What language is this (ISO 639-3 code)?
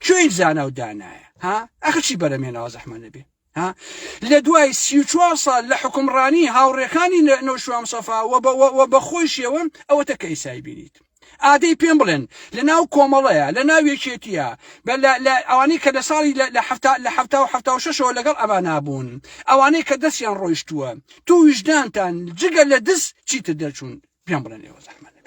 ckb